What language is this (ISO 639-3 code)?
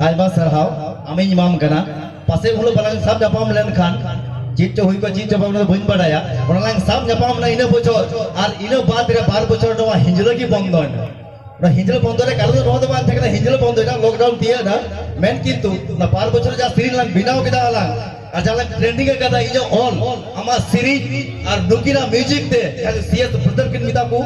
sat